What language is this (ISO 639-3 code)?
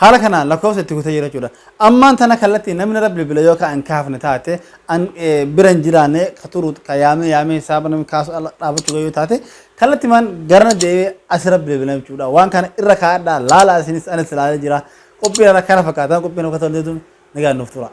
orm